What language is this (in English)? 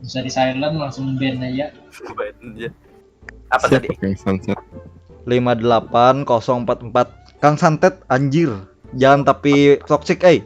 Banjar